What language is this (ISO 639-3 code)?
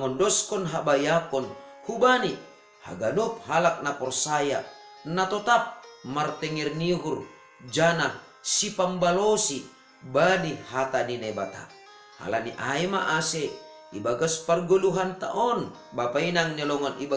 bts